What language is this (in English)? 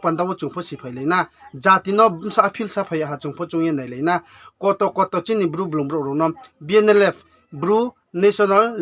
Riang (India)